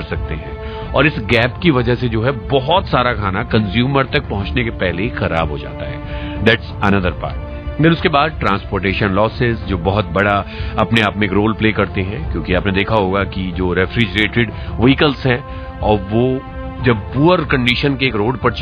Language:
Hindi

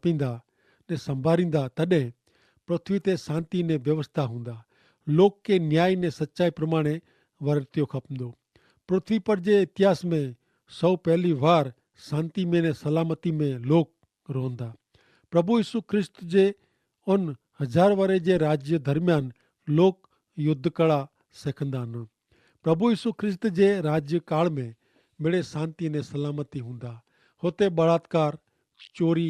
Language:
Kachhi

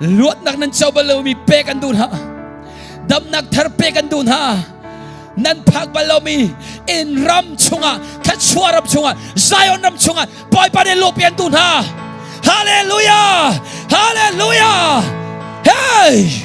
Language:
Hakha Chin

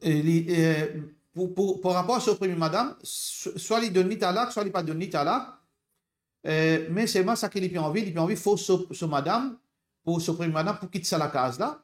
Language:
Morisyen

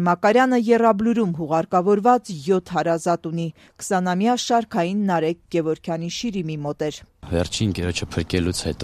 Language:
Armenian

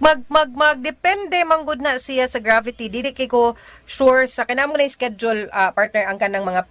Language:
Cebuano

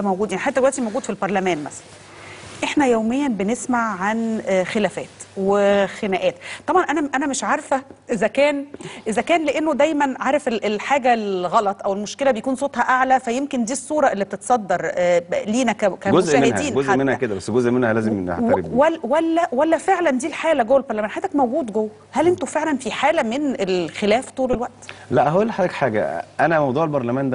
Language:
Egyptian Arabic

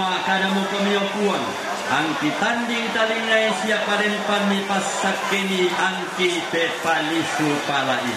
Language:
Toraja-Sa'dan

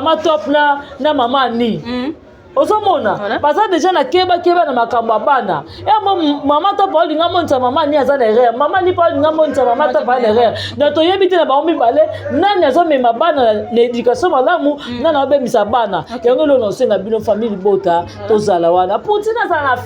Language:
Lingala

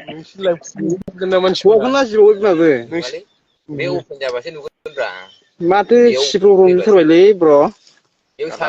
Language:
Bodo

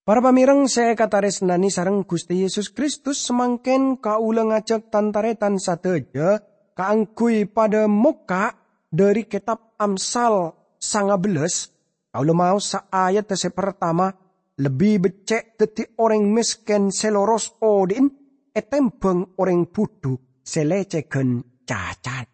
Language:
Madurese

